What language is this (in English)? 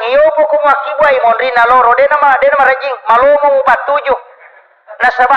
Buginese